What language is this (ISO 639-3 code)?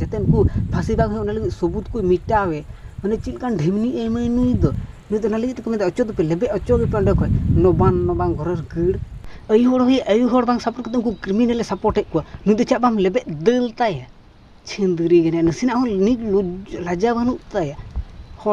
sat